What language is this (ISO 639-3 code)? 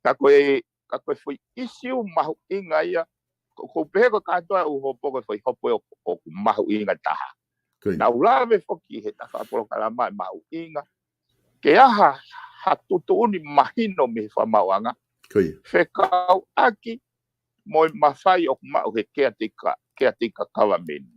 ton